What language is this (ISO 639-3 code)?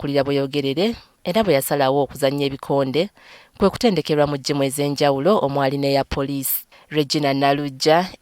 lug